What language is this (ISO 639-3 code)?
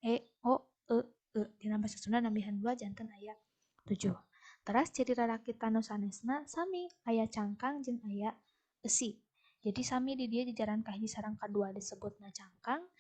sun